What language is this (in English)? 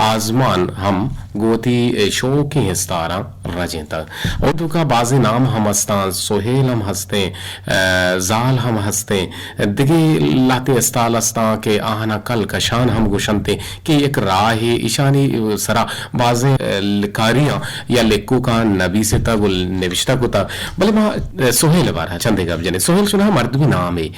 Eastern Balochi